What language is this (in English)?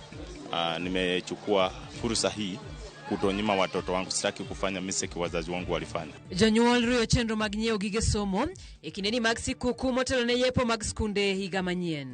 Luo (Kenya and Tanzania)